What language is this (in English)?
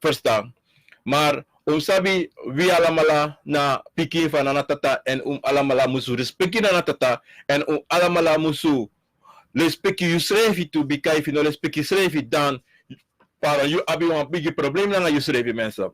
Sranan Tongo